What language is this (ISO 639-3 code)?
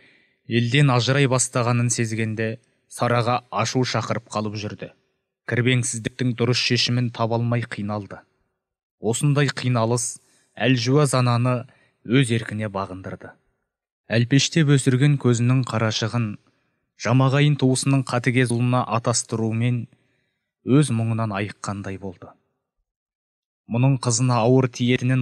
kaz